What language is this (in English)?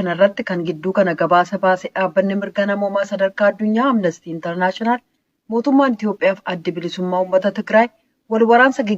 Oromo